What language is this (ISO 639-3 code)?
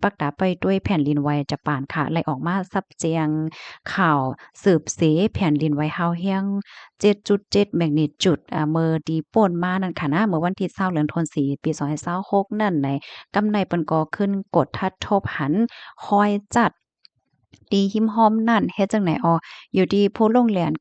shn